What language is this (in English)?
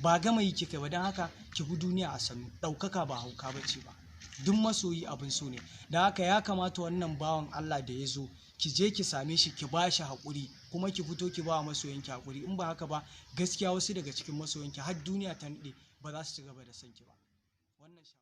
Hausa